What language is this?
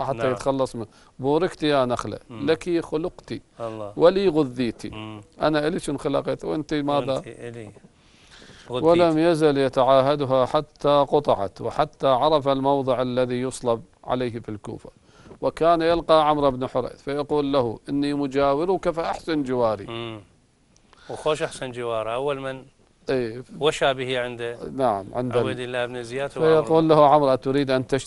Arabic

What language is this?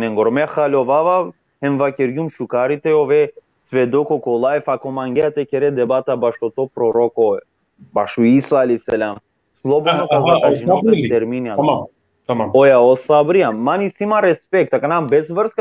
Balkan Romani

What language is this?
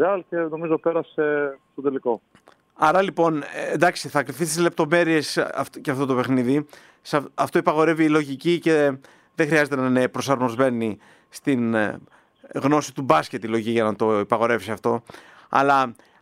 Greek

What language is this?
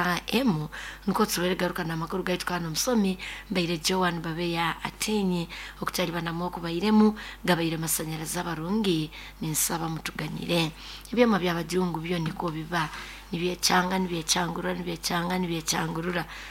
Nyoro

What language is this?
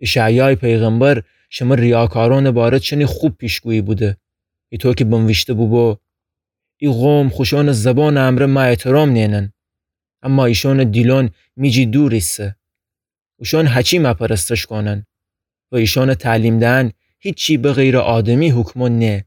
Gilaki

